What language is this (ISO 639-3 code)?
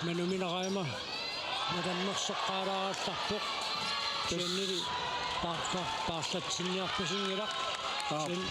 kal